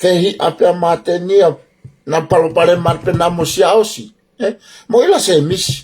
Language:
Tongan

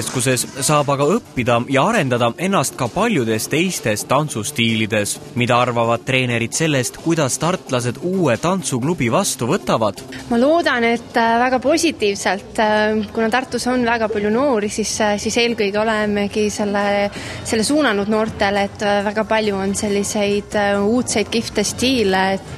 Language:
Estonian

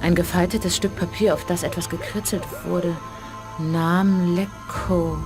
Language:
Bavarian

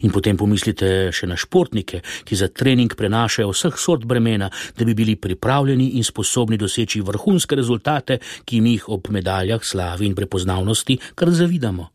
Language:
Slovenian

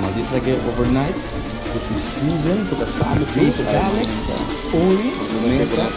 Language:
Papiamento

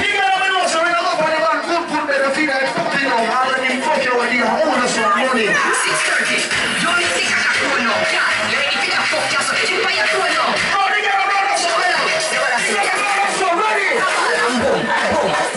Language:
Jamaican Creole English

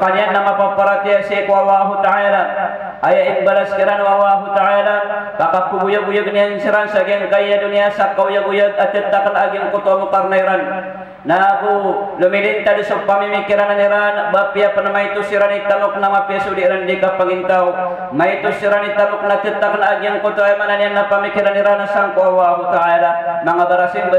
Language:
Maranao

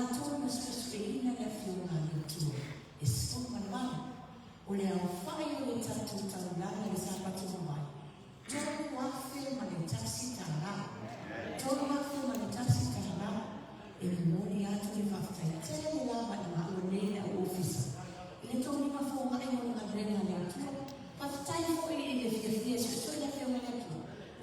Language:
Samoan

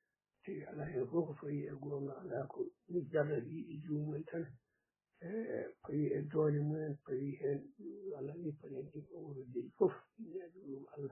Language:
Fula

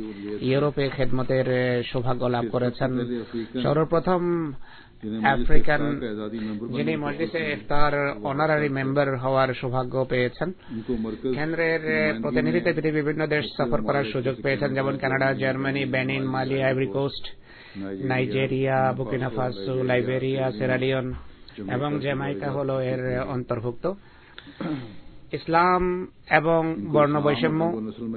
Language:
Bangla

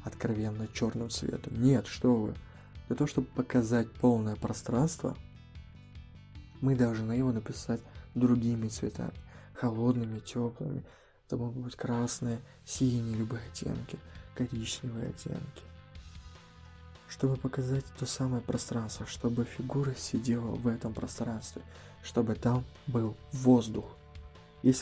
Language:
Russian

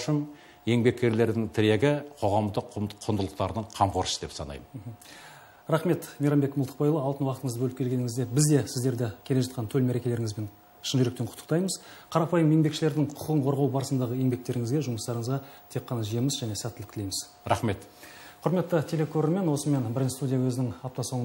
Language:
Kazakh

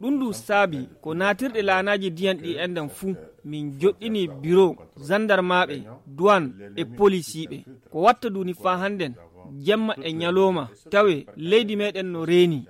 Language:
Nigerian Fulfulde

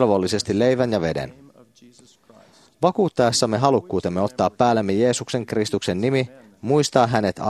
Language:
Finnish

